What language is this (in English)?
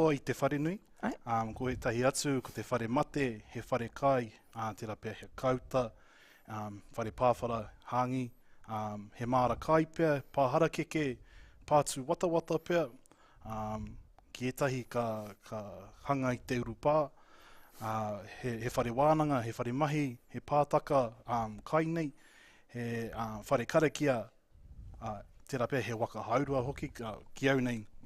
Māori